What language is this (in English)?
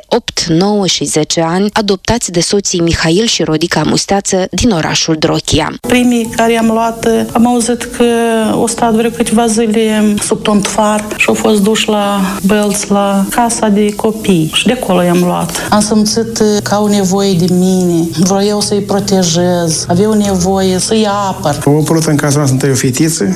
Romanian